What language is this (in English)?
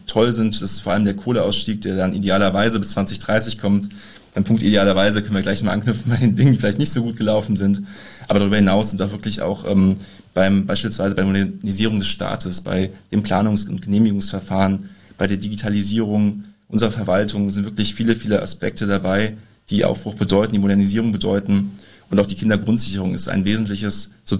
German